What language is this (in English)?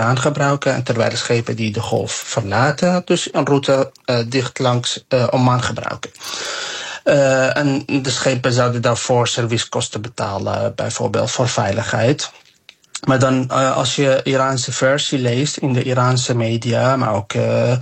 Dutch